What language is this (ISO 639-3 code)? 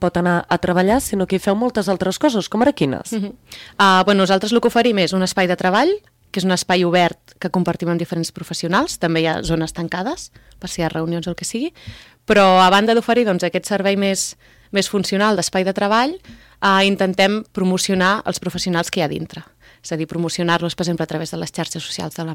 cat